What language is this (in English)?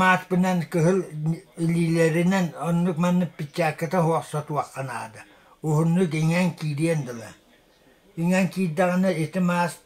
Yakut